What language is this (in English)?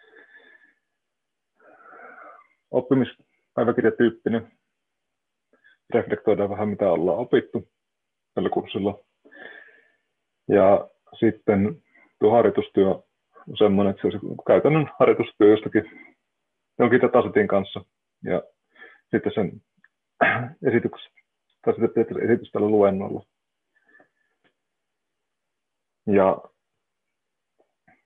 Finnish